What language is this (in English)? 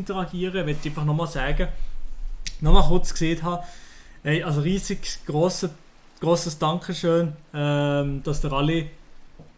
Swiss German